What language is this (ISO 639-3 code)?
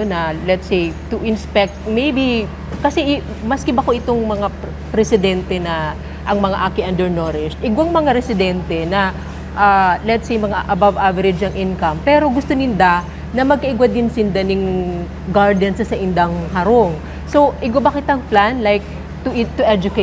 bik